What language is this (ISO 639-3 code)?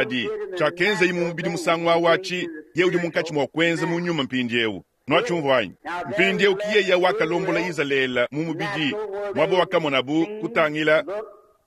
lua